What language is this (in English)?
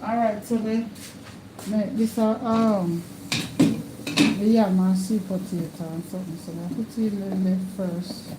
Jamaican Creole English